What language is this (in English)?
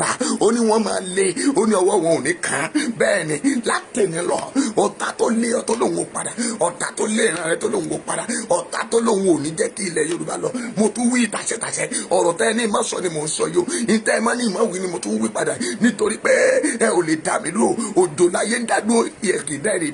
Yoruba